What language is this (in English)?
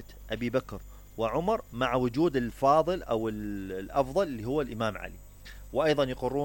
Mesopotamian Arabic